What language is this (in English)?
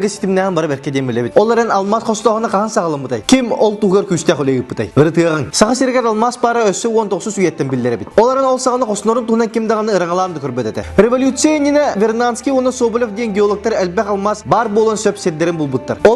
Yakut